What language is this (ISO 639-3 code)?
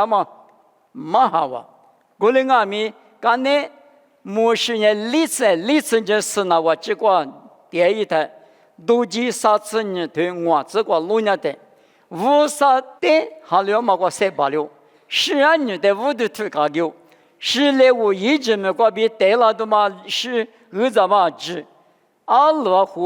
lis